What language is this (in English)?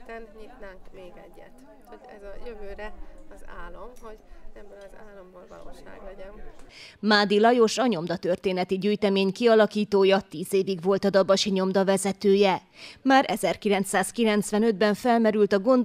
Hungarian